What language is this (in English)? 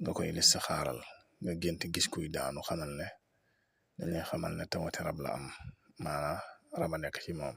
Wolof